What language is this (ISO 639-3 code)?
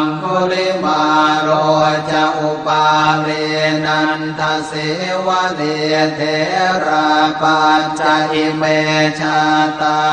pli